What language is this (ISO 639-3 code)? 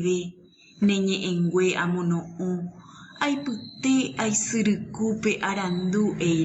grn